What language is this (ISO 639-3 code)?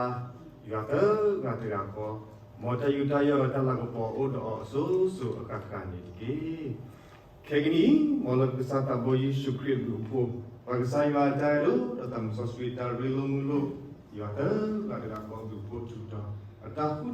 ksw